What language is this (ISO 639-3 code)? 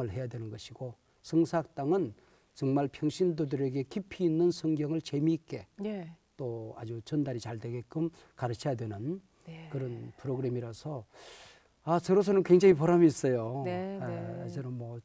kor